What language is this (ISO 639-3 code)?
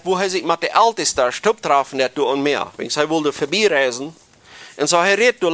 pdt